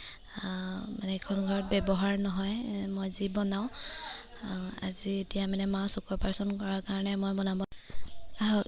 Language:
Assamese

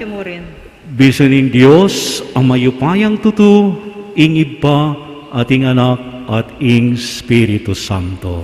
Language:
Pampanga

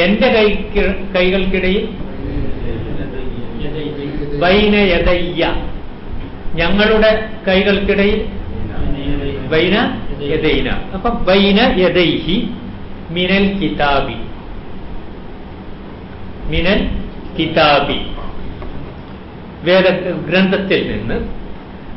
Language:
Malayalam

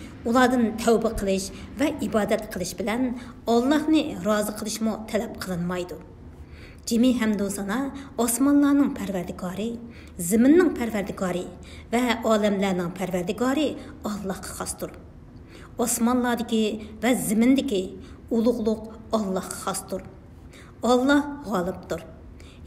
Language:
Uyghur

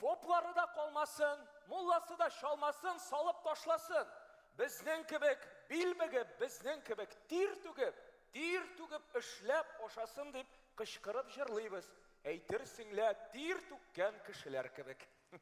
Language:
Tatar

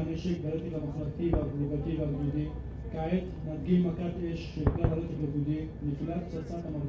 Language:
Hebrew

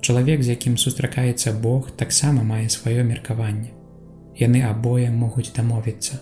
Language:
Belarusian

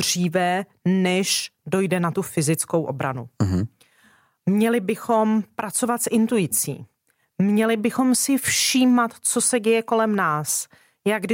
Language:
Czech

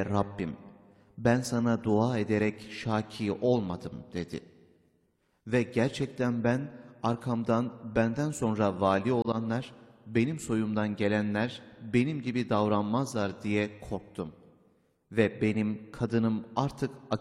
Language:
Turkish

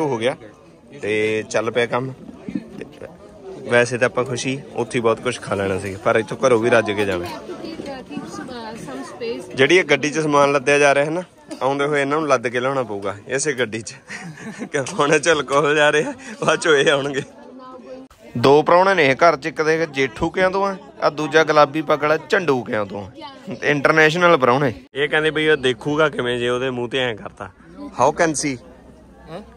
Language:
Punjabi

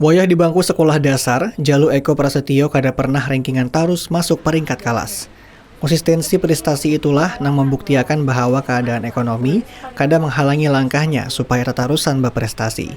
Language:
Banjar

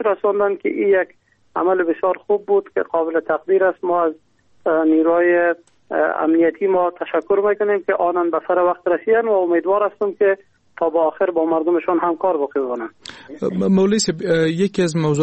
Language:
Persian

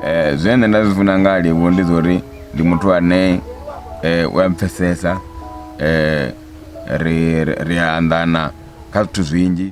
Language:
Venda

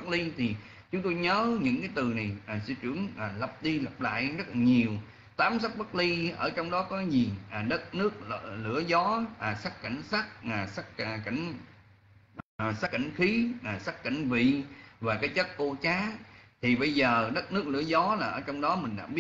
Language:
Vietnamese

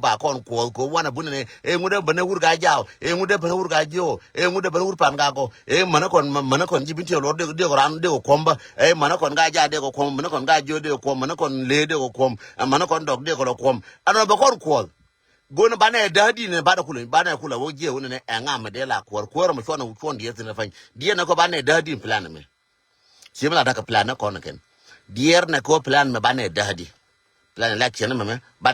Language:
Nuer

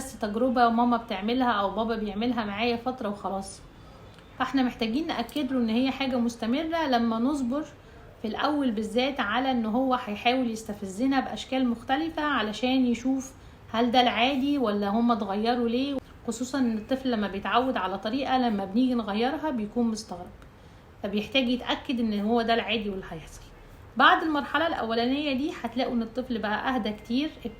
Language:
Egyptian Arabic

